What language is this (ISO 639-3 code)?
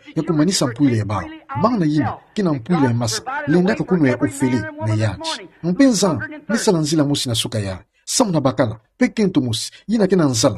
ktu